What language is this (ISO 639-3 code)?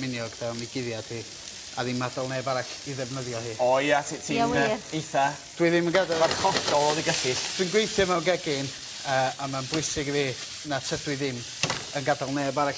cym